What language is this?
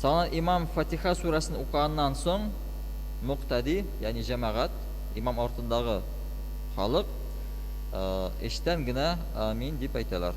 Tatar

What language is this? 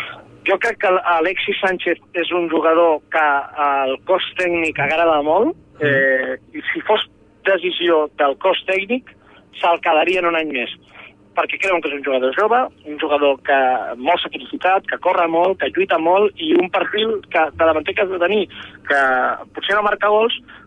Catalan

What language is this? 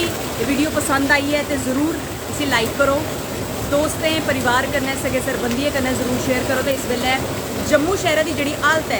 Dogri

